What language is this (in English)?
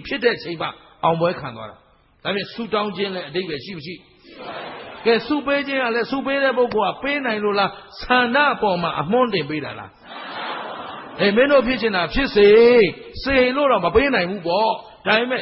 Burmese